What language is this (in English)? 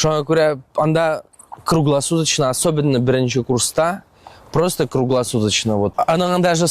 Tatar